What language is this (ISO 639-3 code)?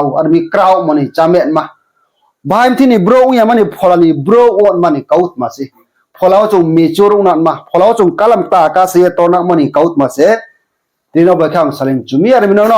ria